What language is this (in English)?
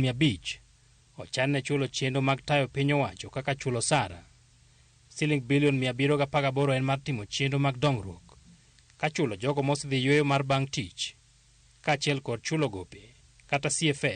Luo (Kenya and Tanzania)